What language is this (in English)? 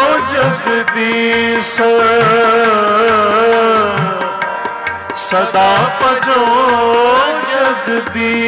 Hindi